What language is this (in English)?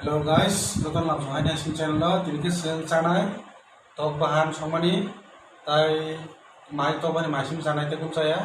Kok Borok